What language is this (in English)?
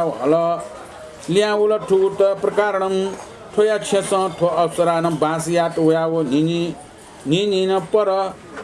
Newari